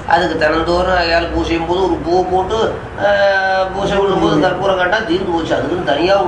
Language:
Tamil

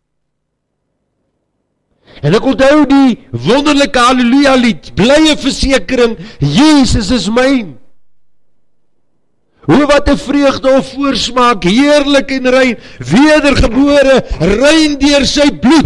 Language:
Afrikaans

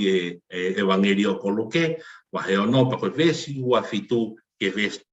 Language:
Tongan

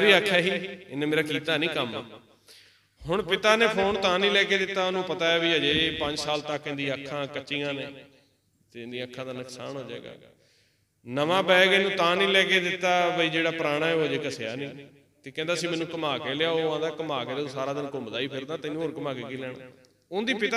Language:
Punjabi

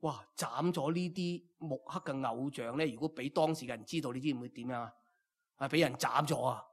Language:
Cantonese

